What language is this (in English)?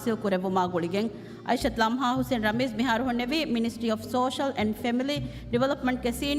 Divehi